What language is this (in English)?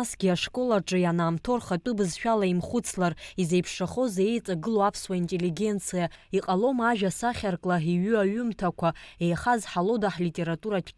Abkhazian